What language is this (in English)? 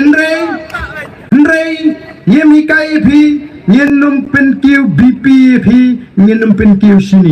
Khasi